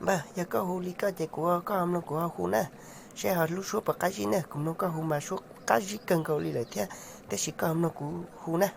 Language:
Hmong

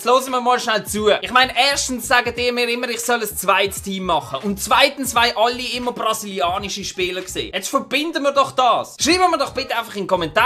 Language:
Swiss German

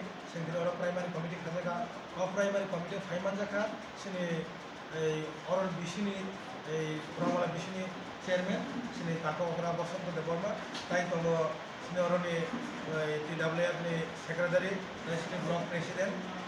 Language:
Kok Borok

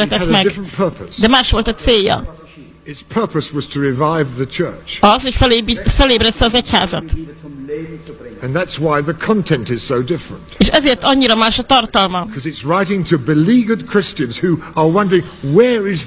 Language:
Hungarian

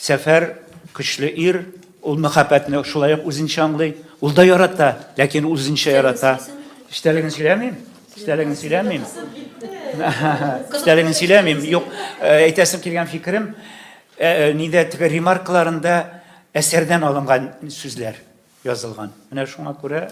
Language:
Tatar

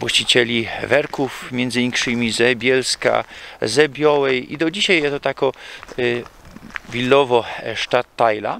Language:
Silesian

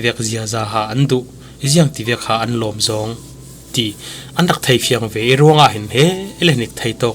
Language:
Falam Chin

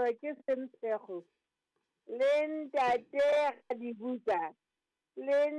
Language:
Southern Sotho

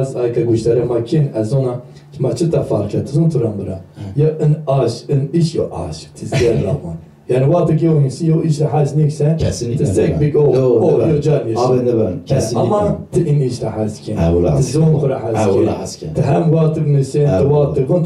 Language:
Zaza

